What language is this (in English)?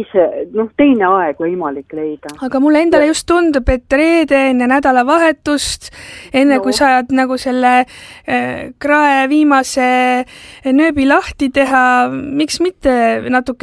Estonian